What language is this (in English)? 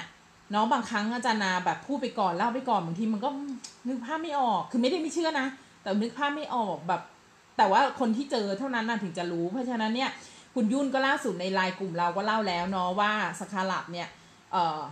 Thai